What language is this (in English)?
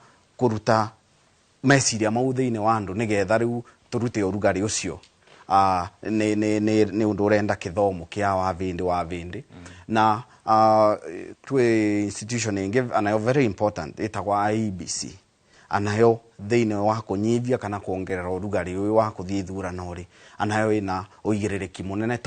Kikuyu